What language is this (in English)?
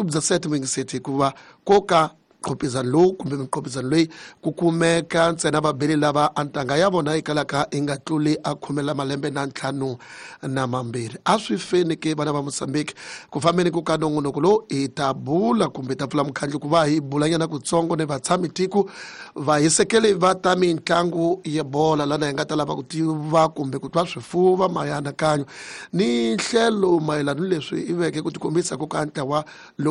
Tsonga